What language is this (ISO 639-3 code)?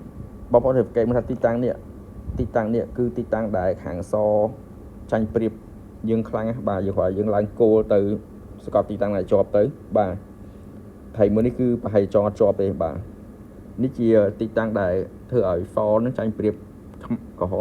khm